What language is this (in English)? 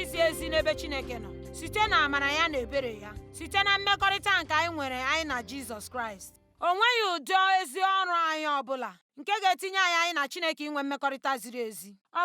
Igbo